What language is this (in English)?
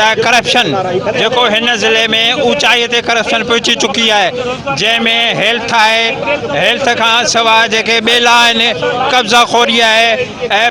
Sindhi